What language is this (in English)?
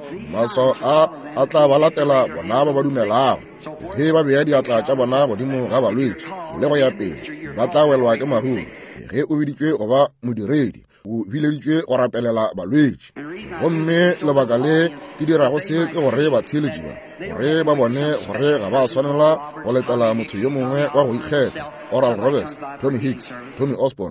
Northern Sotho